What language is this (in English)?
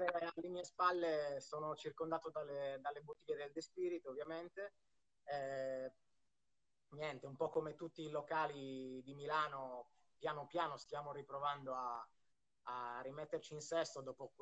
Italian